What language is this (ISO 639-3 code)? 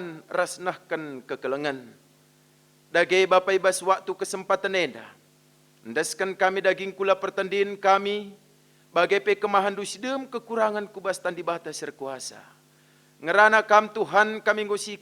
btx